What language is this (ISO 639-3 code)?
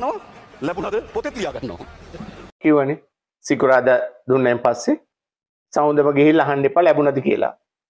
sin